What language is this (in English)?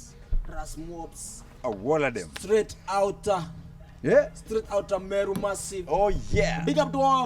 Meru